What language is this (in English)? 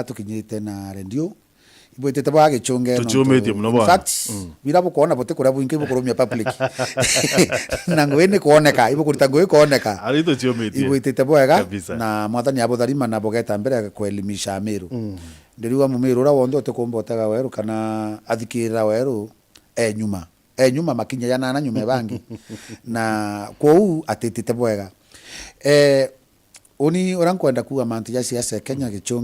Meru